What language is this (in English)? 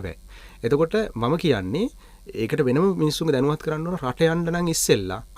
Sinhala